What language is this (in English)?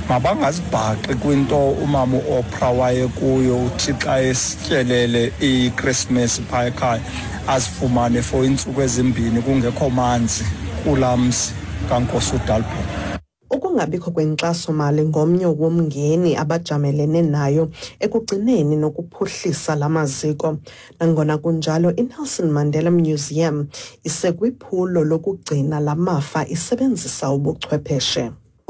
Xhosa